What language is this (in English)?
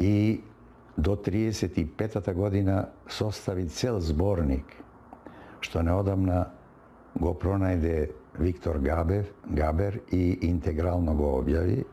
Macedonian